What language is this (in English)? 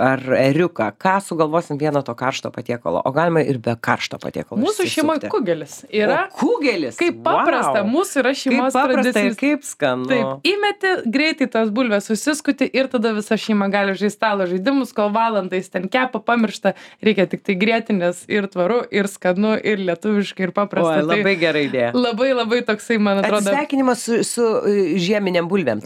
Lithuanian